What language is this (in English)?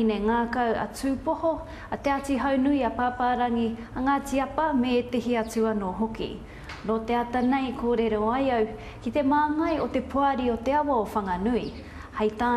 Māori